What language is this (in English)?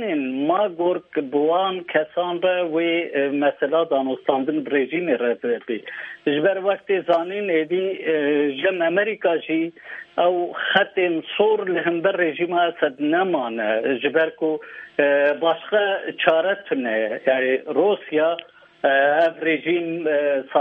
Kurdish